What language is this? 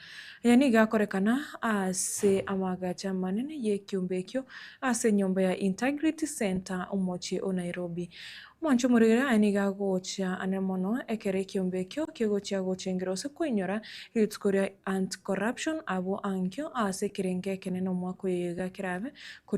Gusii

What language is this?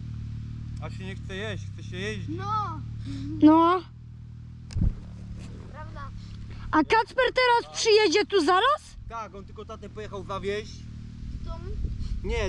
Polish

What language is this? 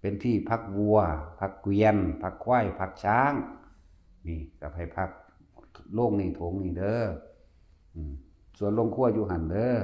Northeastern Thai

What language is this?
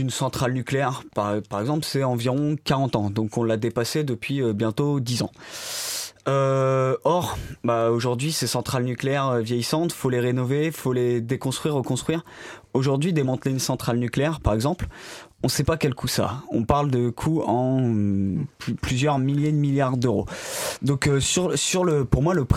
French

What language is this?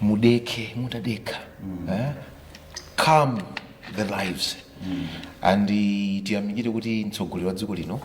Nyanja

